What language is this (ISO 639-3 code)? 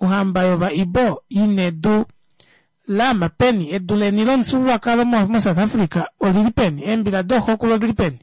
kua